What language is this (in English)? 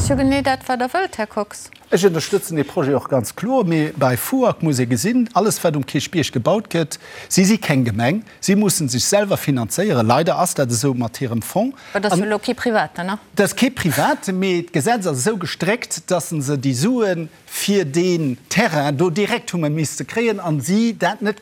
Luxembourgish